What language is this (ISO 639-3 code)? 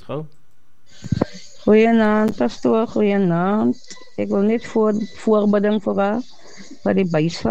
afr